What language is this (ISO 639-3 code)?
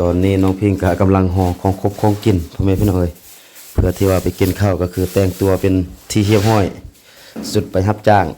lao